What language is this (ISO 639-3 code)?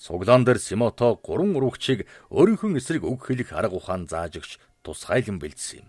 mon